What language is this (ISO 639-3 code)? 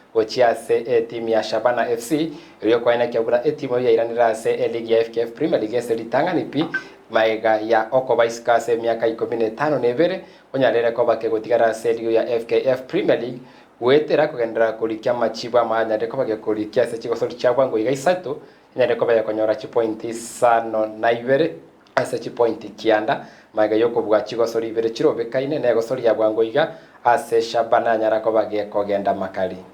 guz